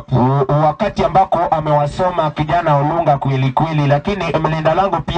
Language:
Swahili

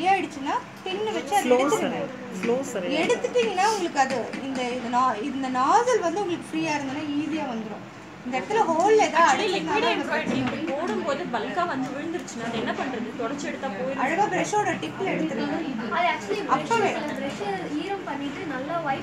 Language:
Tamil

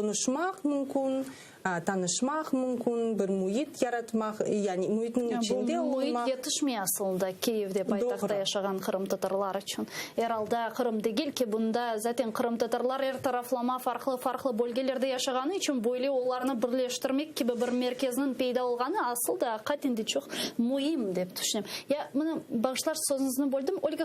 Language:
Crimean Tatar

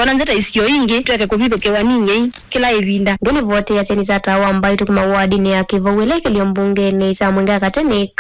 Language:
Kamba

